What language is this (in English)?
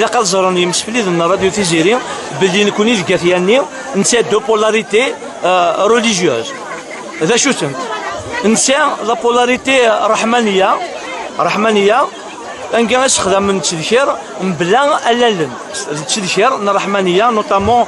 Kabyle